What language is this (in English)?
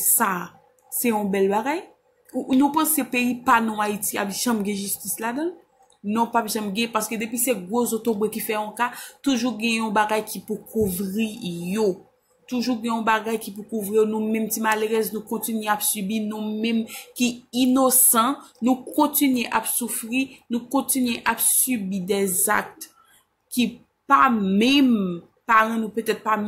Haitian Creole